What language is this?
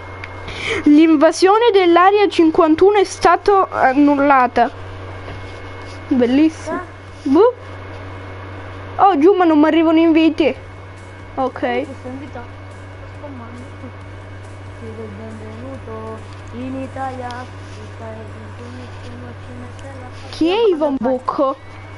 Italian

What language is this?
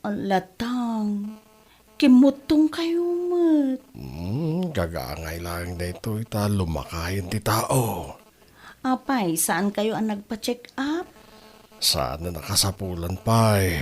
Iloko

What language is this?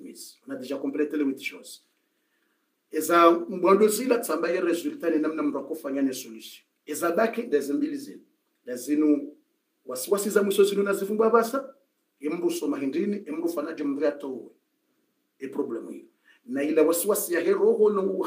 Swahili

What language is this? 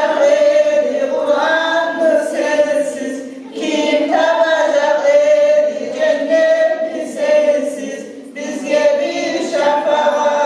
Kumyk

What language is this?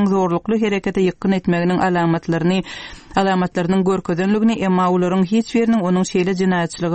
Turkmen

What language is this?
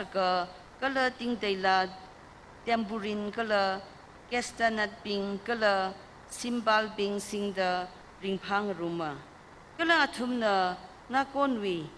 Tangkhul Naga (India)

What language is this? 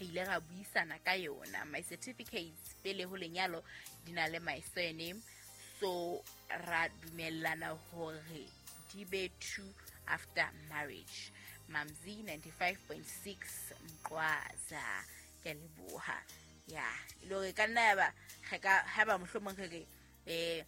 Southern Sotho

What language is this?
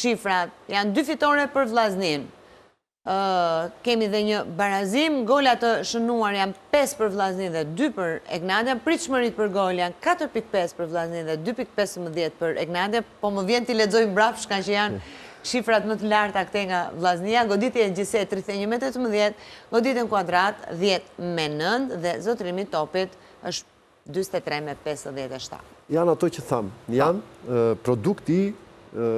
Albanian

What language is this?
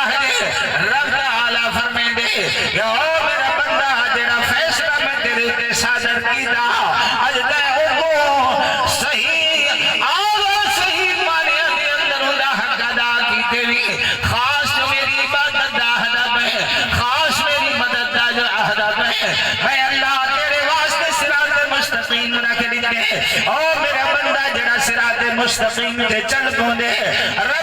Saraiki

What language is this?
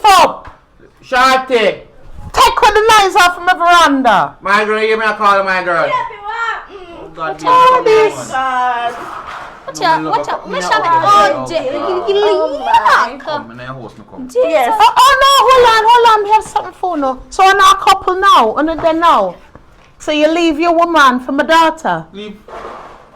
Jamaican Creole English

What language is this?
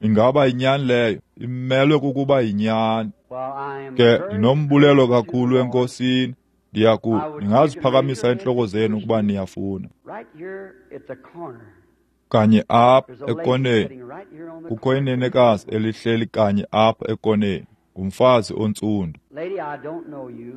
Xhosa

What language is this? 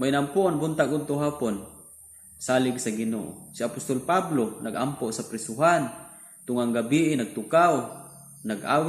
Cebuano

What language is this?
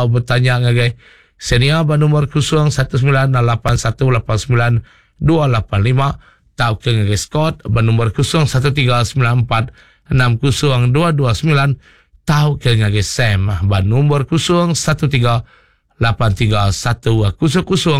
Iban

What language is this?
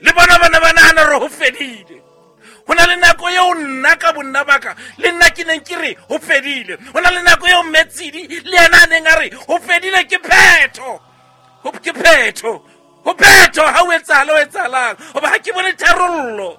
Southern Sotho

